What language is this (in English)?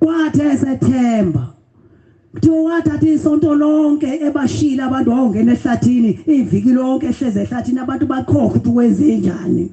Zulu